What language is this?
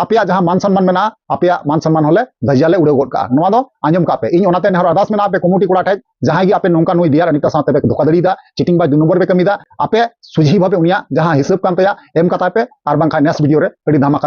Santali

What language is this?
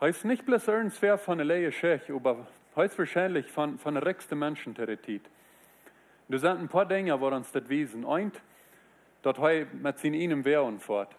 Plautdietsch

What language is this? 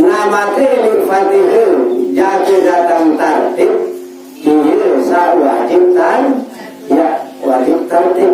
Sasak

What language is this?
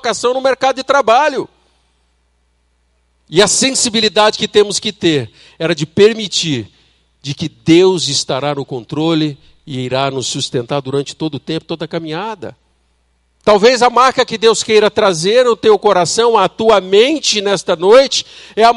Portuguese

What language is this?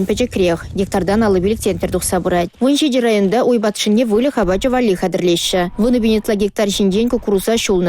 Chuvash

